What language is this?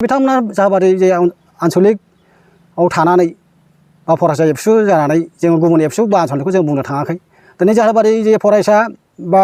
Bodo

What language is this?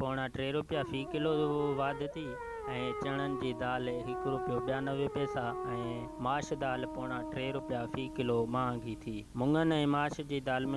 Sindhi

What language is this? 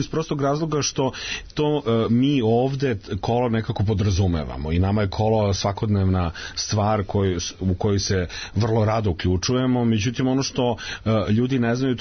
Serbian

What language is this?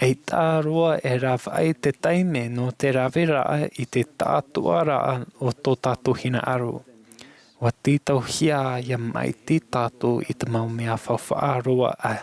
Tahitian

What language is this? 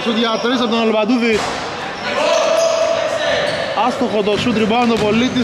Greek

